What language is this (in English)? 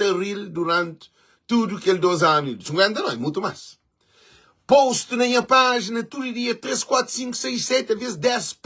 Kabuverdianu